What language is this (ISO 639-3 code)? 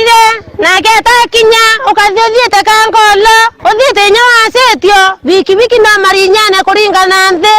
mer